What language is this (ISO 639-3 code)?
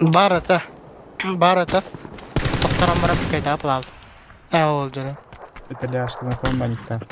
sah